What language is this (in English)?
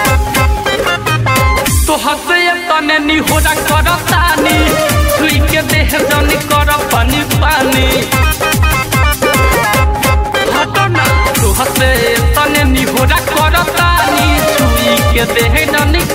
Bhojpuri